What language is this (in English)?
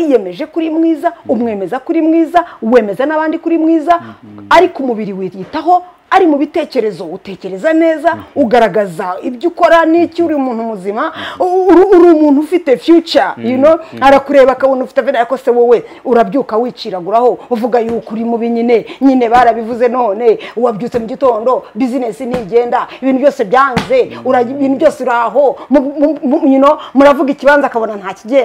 Kinyarwanda